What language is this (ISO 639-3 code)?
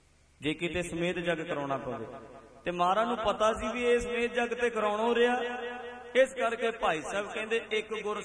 pan